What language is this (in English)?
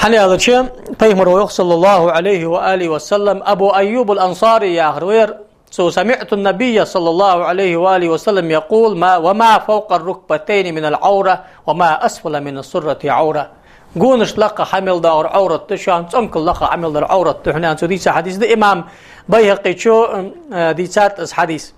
Ingush